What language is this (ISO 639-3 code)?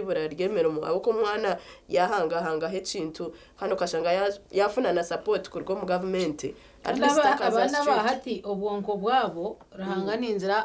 nyn